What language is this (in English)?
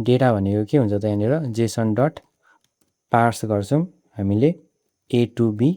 Nepali